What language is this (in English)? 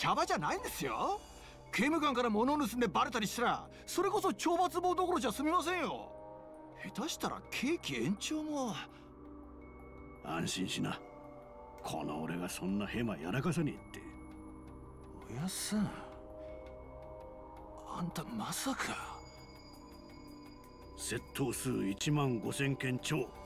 Japanese